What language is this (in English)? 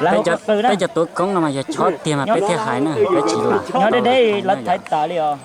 Hmong